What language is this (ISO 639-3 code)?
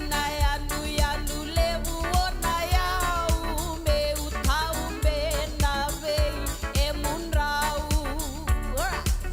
fij